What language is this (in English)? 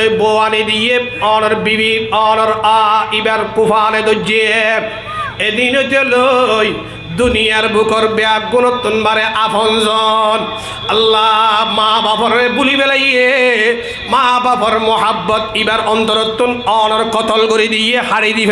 Rohingya